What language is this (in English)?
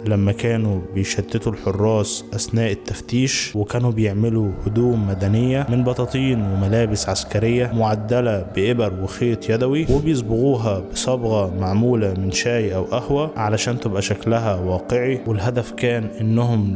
Egyptian Arabic